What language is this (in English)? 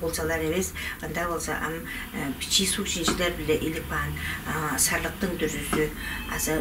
Tuvinian